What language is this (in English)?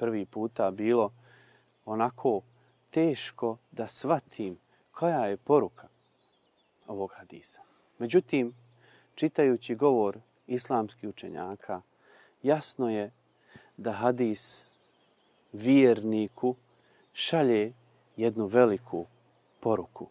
Bosnian